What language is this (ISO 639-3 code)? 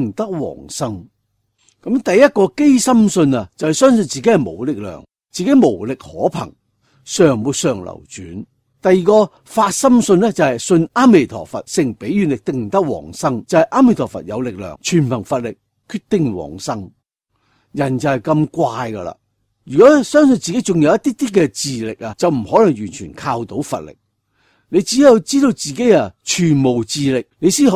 yue